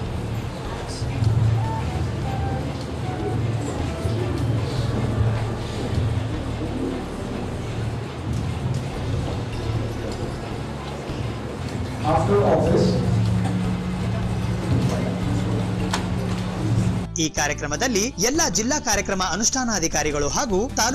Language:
Kannada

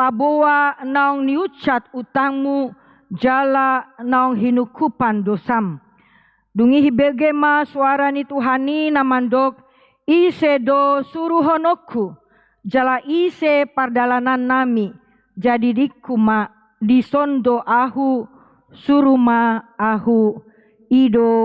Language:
Batak Toba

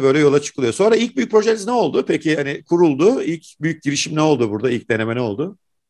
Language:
Turkish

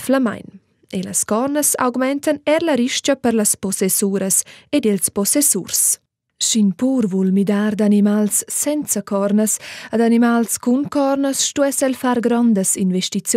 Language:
Romansh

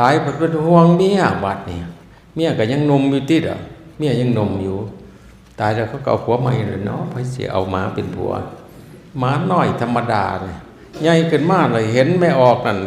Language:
Northeastern Thai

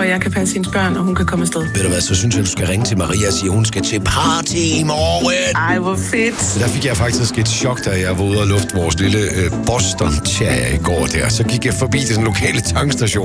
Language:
Danish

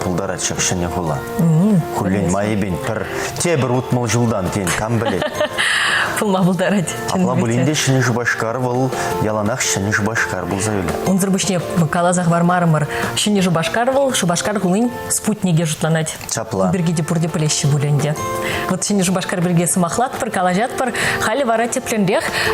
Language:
Chuvash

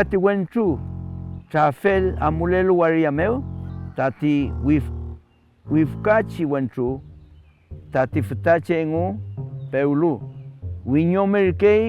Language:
Mapuche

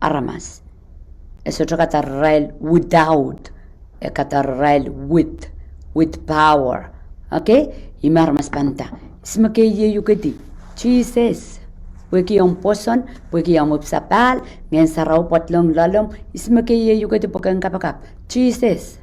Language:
Pohnpeian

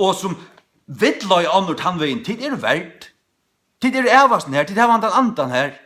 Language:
Faroese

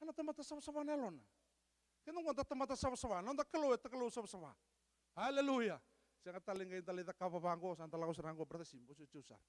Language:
Fijian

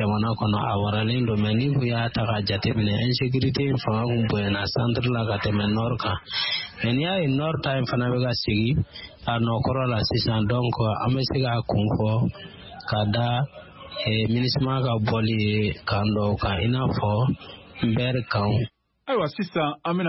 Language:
Bambara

